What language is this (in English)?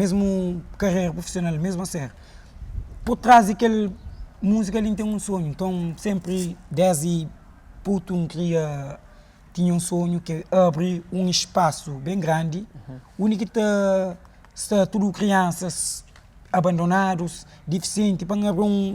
Kabuverdianu